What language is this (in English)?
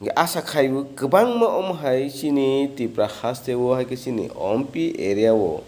Kok Borok